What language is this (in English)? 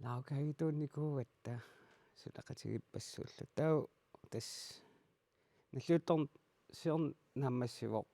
Kalaallisut